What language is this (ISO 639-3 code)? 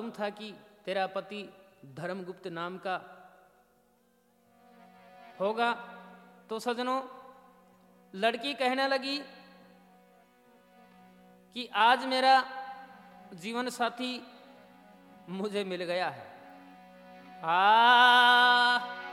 hin